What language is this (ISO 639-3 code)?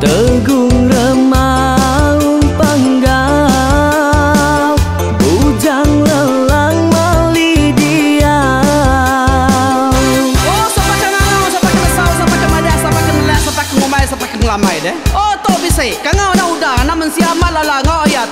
iba